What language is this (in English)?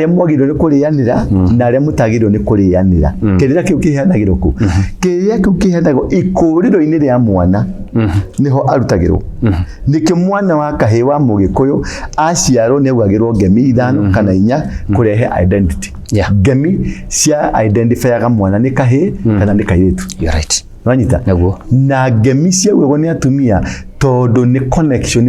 Kikuyu